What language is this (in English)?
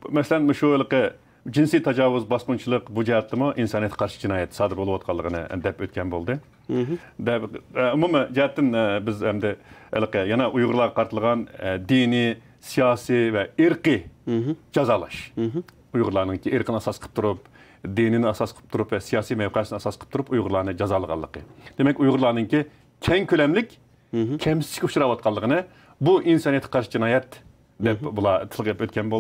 Uyghur